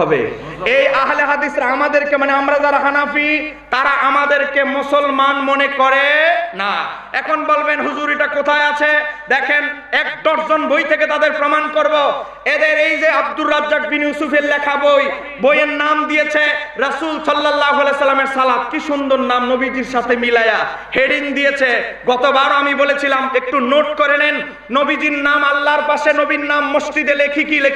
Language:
Bangla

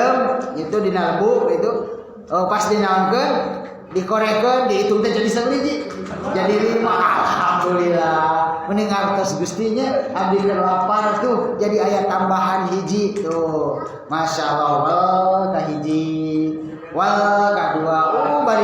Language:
Sundanese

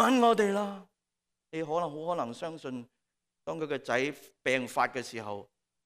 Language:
Cantonese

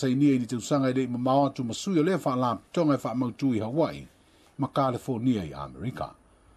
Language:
Samoan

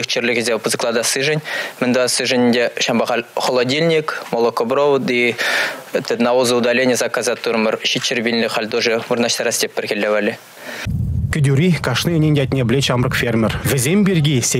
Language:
Chuvash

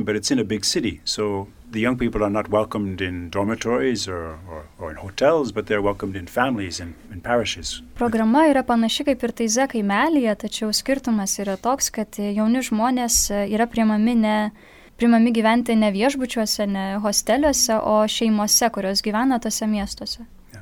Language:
Lithuanian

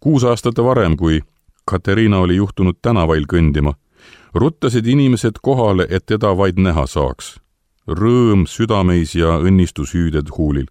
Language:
Estonian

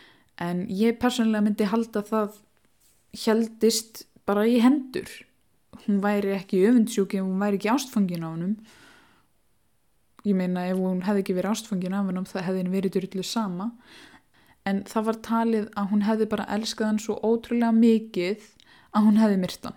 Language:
Icelandic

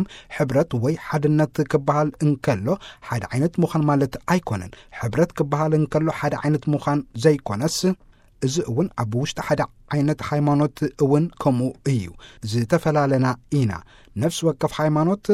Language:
Tigrinya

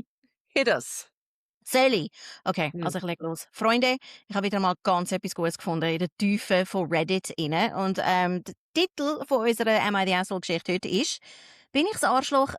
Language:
Swiss German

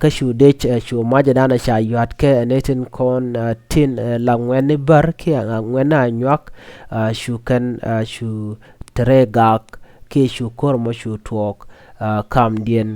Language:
Nuer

